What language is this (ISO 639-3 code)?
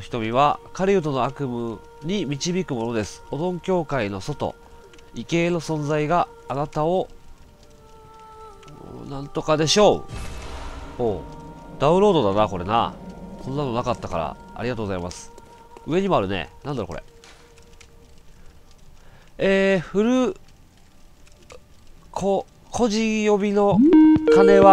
jpn